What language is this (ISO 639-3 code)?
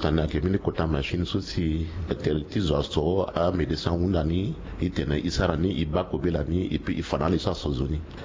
sag